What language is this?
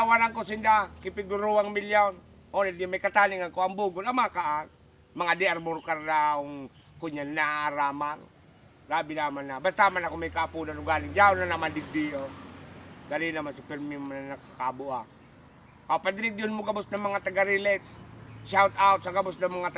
Bikol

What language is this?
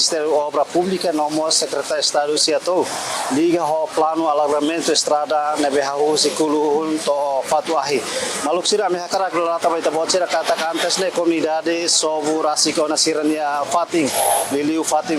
Tetum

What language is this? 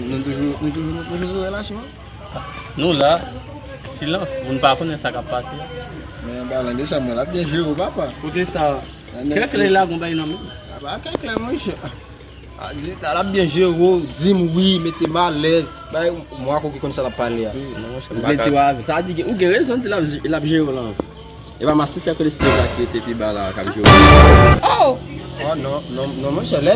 Haitian Creole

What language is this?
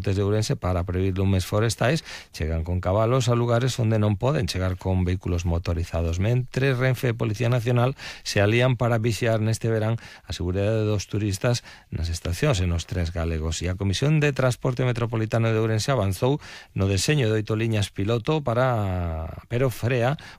Galician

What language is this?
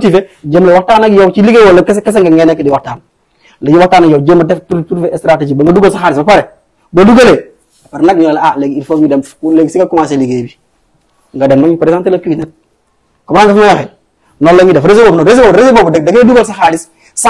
Wolof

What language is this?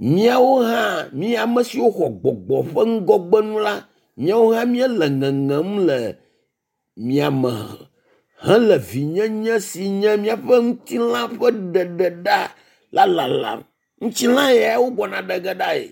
Ewe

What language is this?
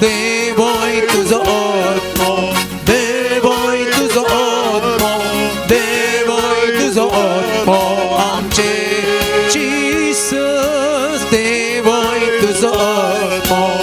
Konkani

